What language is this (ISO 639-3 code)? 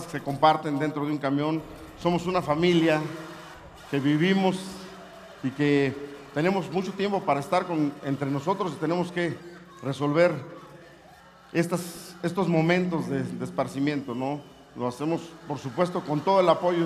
spa